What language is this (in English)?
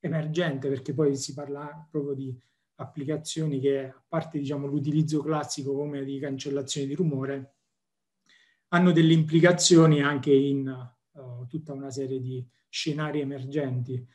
Italian